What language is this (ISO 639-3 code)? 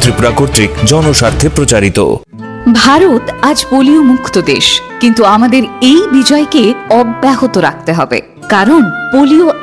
ben